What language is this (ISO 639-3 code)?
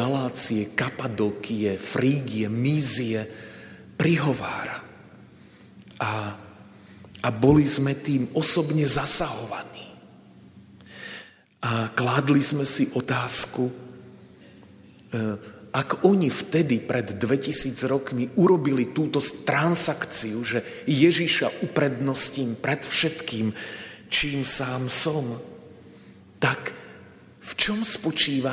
slk